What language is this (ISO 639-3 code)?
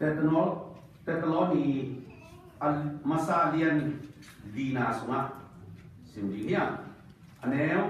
ctd